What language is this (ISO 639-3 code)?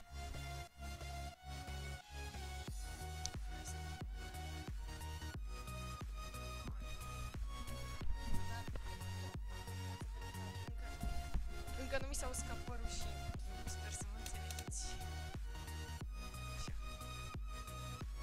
ron